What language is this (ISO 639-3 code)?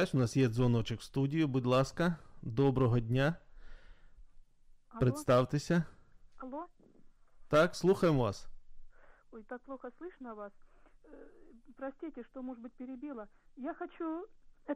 ukr